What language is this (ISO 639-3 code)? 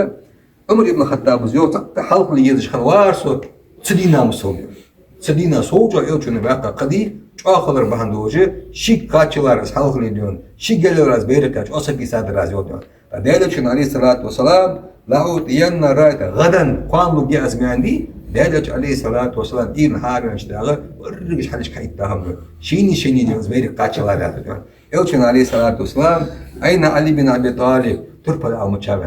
inh